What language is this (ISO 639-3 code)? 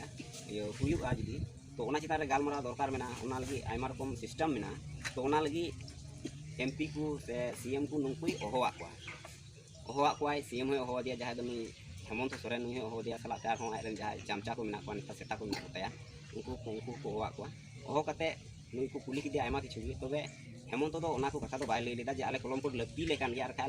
sat